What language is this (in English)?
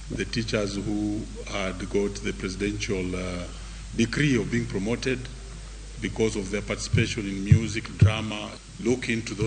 Luo (Kenya and Tanzania)